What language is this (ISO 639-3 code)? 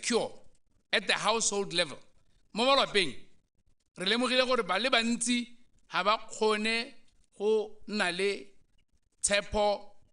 tsn